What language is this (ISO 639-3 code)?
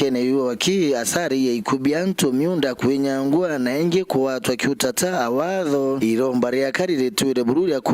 mer